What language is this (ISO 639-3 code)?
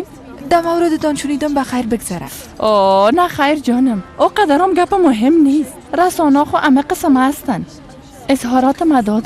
fas